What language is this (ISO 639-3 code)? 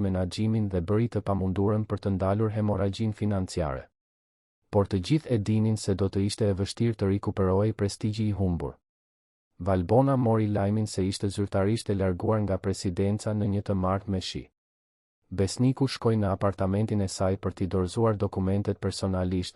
sqi